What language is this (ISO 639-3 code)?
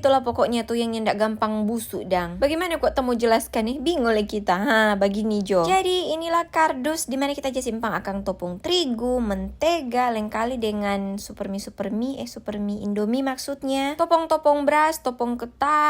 xmm